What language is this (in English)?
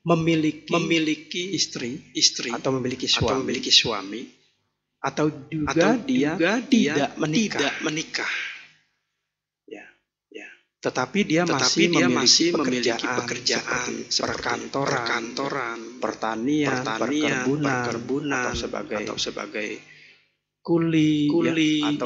Indonesian